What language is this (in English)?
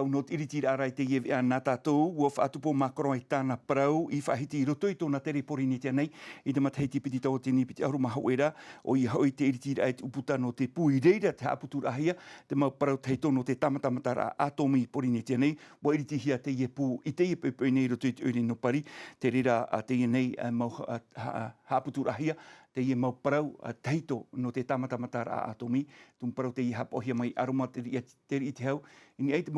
Tahitian